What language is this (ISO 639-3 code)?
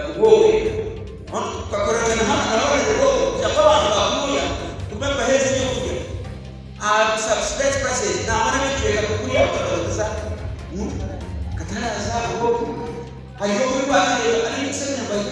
nyn